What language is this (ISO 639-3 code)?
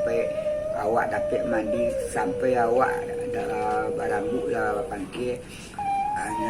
min